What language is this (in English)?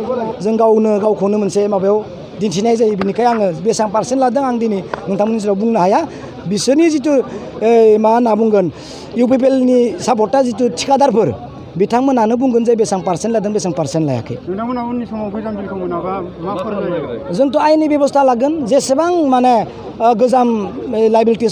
Bodo